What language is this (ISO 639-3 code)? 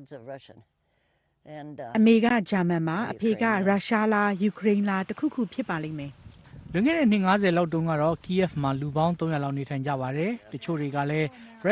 mya